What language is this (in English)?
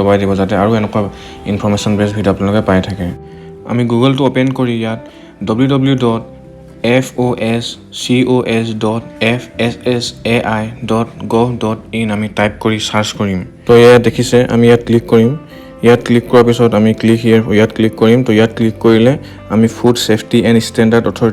Assamese